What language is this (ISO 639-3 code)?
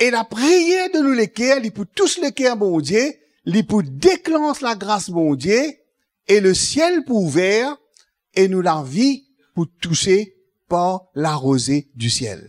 mfe